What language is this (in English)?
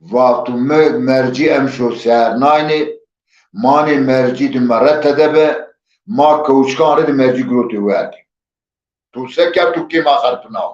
Zaza